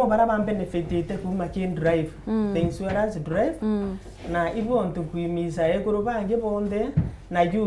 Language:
Meru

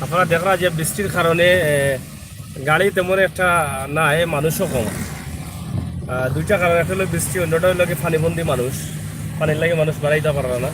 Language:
Sylheti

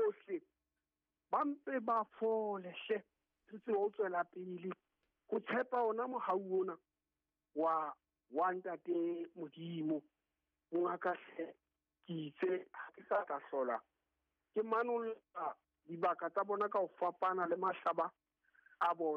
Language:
Southern Sotho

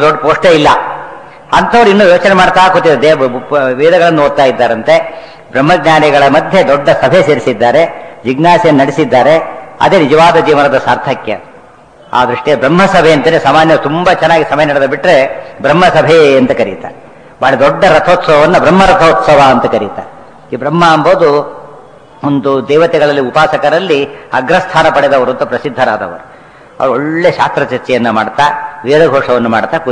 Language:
Kannada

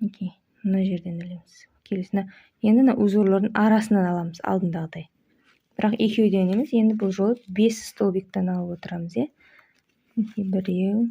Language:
Kazakh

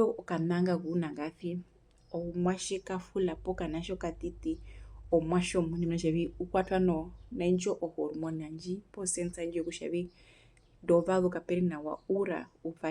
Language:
Herero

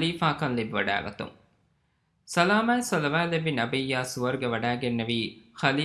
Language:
Divehi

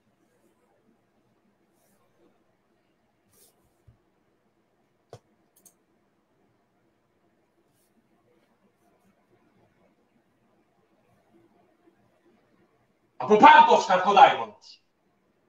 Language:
Italian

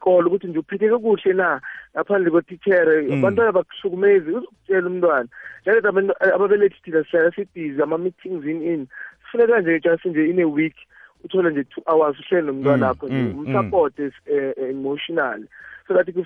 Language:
South Ndebele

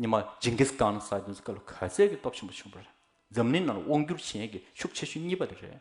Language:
Tibetan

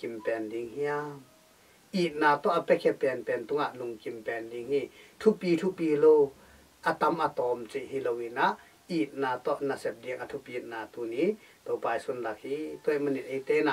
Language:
Tedim Chin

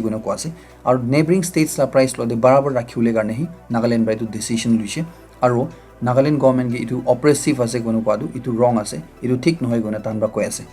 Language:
Naga Pidgin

